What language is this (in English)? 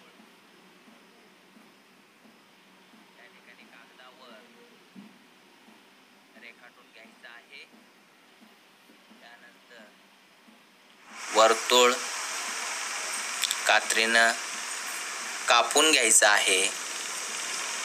Marathi